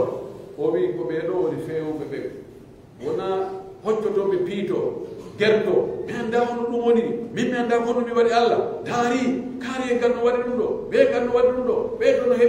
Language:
Pular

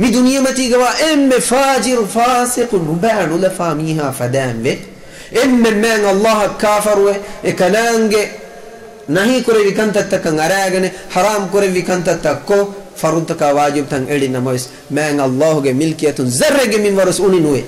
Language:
Divehi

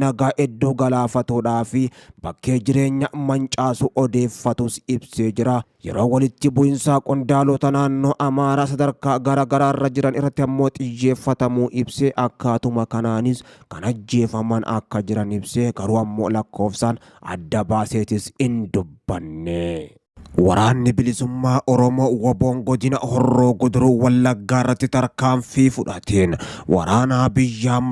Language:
Oromo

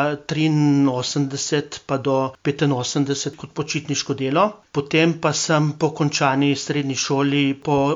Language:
Slovenian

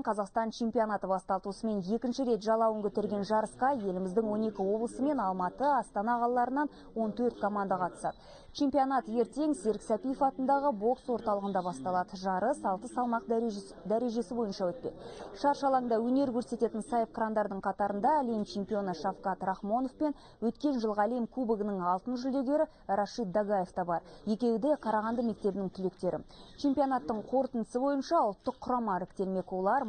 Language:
Kazakh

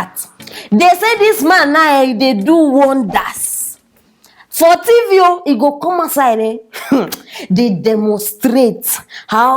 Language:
Nigerian Pidgin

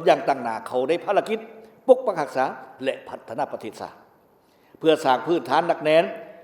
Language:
Lao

